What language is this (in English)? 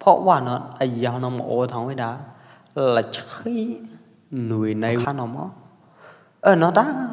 Pwo Eastern Karen